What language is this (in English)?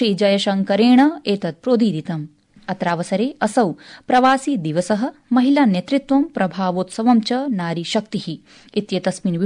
Sanskrit